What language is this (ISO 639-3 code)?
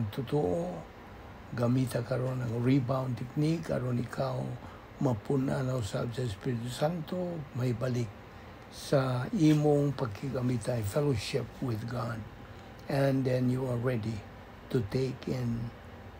ceb